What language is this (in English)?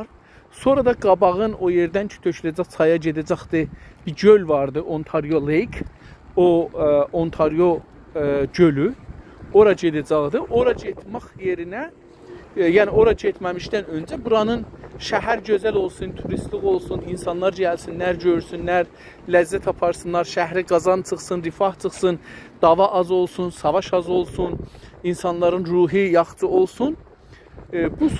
South Azerbaijani